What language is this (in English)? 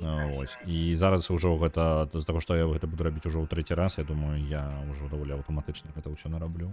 Belarusian